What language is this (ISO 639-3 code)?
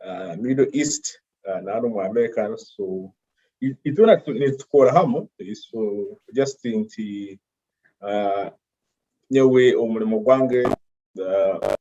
nyo